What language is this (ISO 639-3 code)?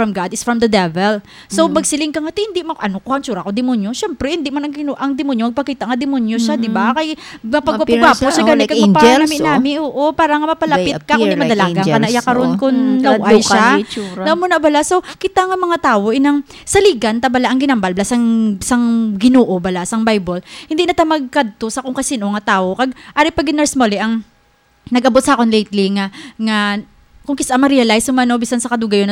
hil